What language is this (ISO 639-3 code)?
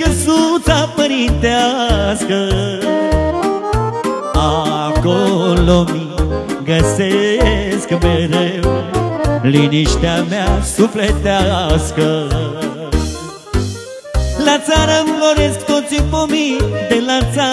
ron